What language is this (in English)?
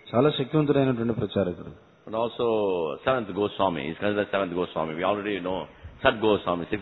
Telugu